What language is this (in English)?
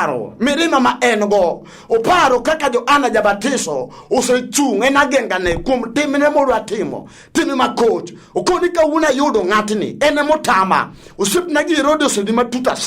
Luo (Kenya and Tanzania)